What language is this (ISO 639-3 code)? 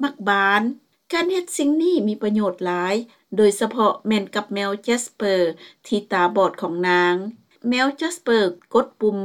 lao